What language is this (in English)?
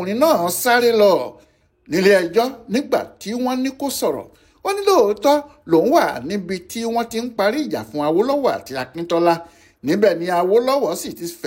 Yoruba